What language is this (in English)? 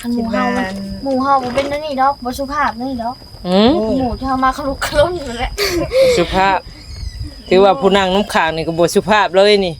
Northeastern Thai